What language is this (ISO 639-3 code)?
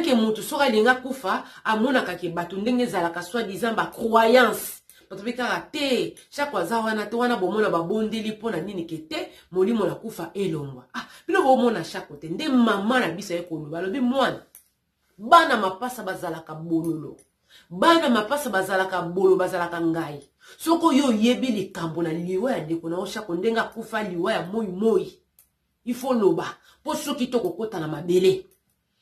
lin